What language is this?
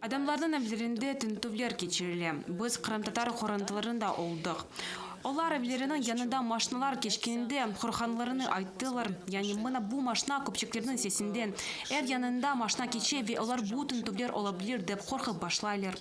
Crimean Tatar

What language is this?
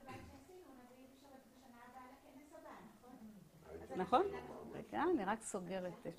Hebrew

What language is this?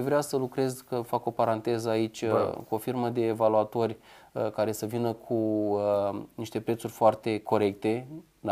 Romanian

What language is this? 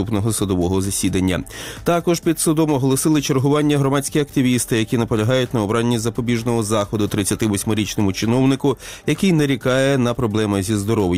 Ukrainian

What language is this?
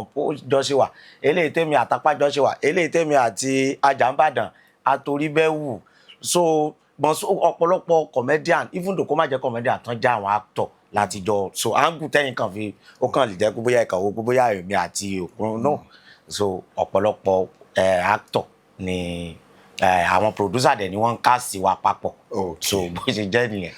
Yoruba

